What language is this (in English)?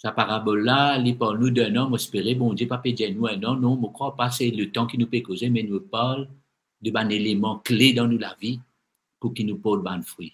Morisyen